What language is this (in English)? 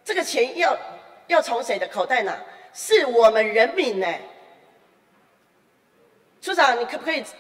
Chinese